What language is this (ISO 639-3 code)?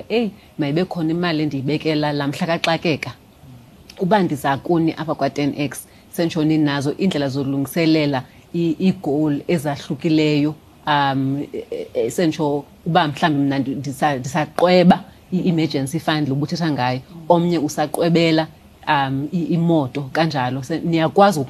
xho